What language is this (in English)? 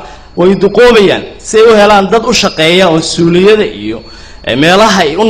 Somali